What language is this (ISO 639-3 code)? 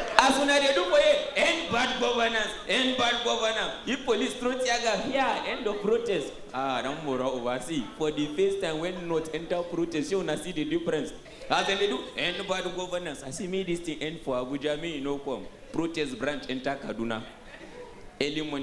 pcm